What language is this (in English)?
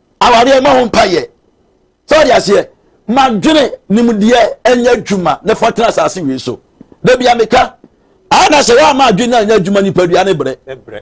Akan